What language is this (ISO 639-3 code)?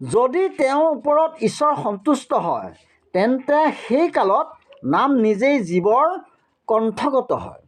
asm